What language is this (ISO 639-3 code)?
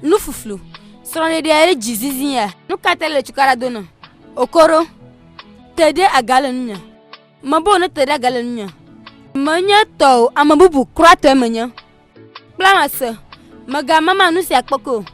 ewe